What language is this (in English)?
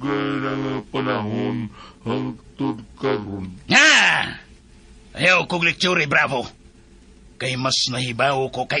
Cebuano